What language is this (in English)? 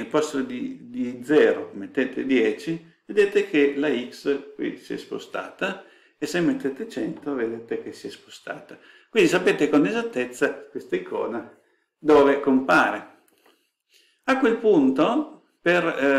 Italian